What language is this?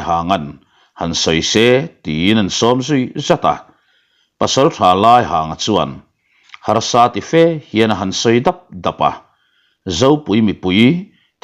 Mizo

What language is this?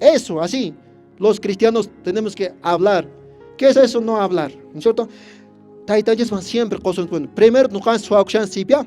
Quechua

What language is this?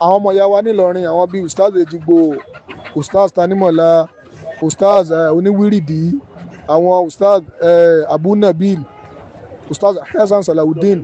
Yoruba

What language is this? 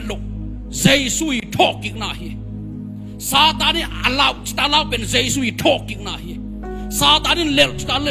Tedim Chin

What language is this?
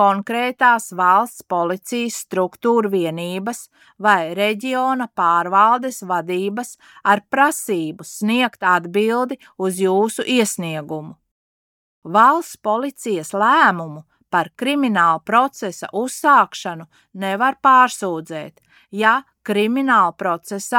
Latvian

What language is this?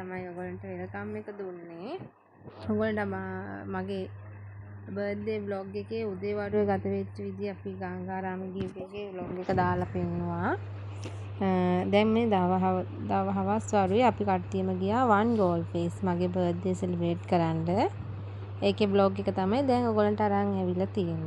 Sinhala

